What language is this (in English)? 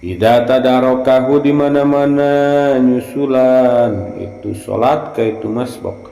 Sundanese